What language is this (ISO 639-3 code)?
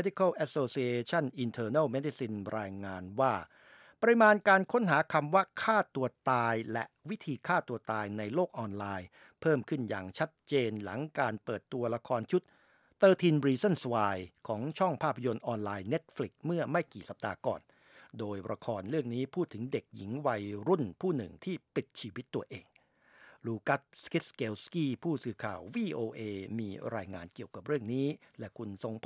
tha